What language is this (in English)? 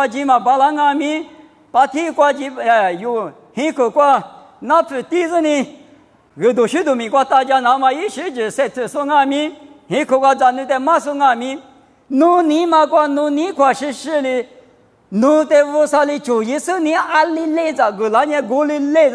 Lisu